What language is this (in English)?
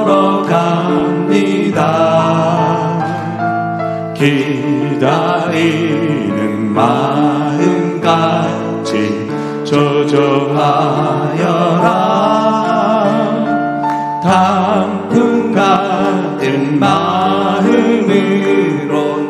Korean